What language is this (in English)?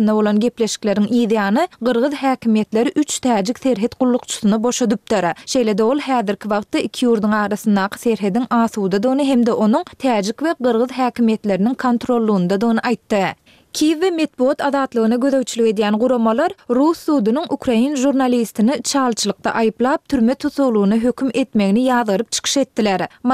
Turkmen